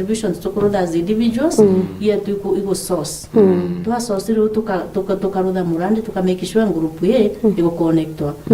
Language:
Meru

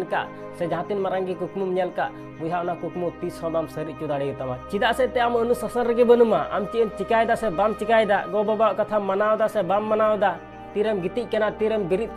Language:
Santali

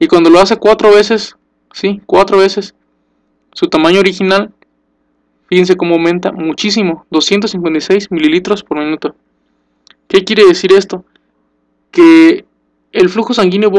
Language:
Spanish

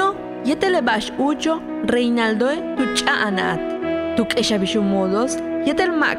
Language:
Yucateco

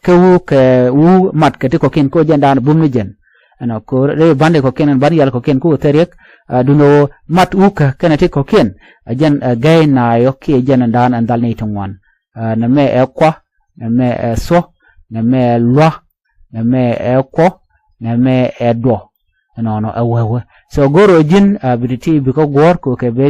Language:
Nuer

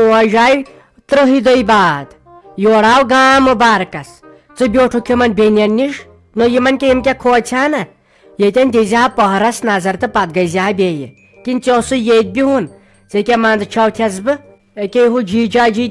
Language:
Kashmiri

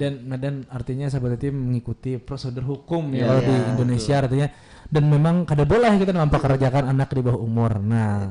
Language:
Banjar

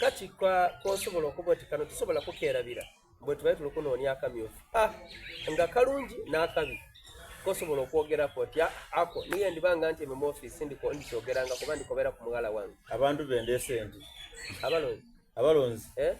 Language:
Soga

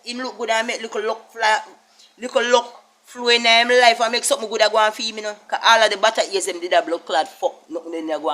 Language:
Jamaican Creole English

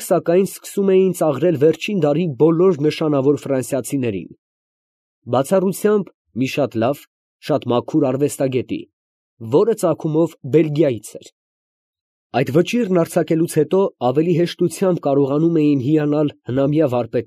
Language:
Armenian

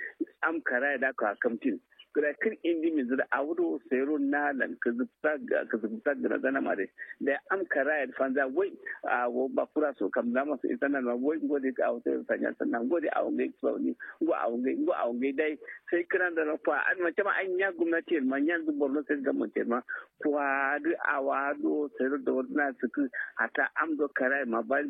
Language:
Kanuri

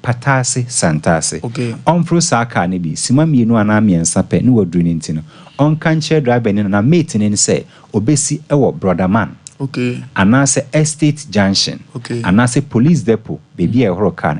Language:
Akan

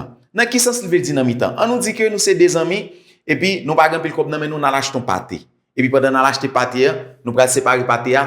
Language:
Haitian Creole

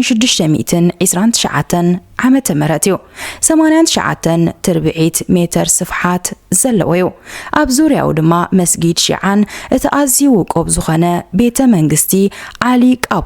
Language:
Tigrinya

